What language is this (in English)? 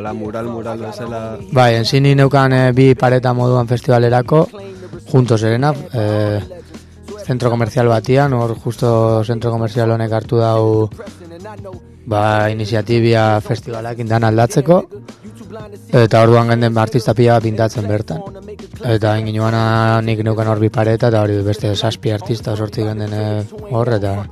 Basque